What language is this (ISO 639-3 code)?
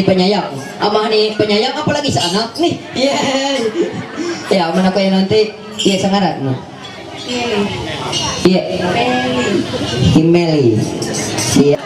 mhy